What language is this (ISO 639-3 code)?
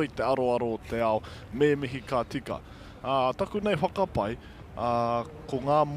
mri